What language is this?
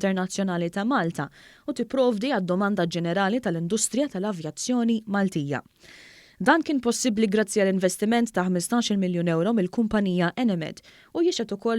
Maltese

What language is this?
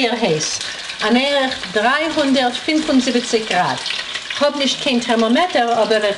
Yiddish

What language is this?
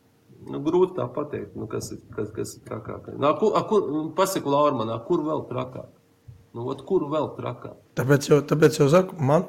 Latvian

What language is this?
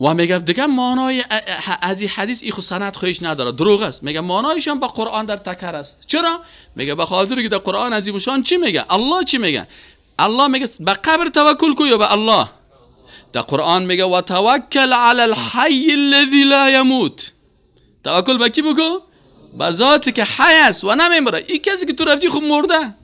Persian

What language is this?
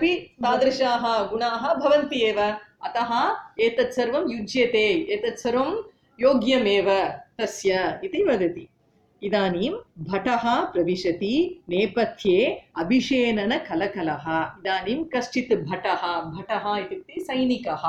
Sanskrit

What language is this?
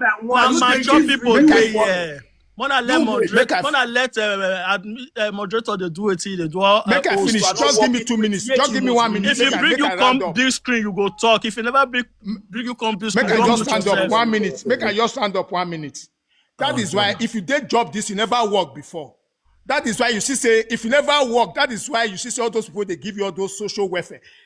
Nigerian Pidgin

